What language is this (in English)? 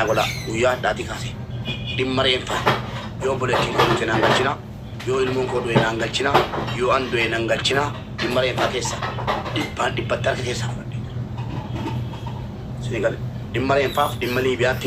Oromo